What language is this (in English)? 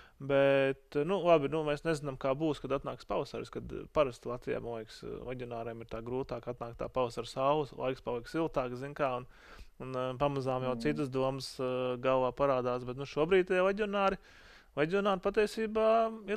Latvian